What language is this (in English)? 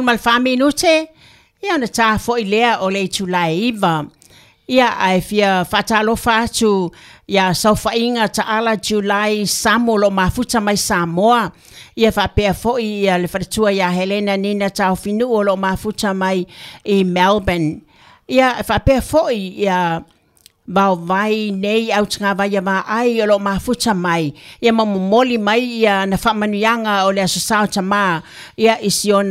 Samoan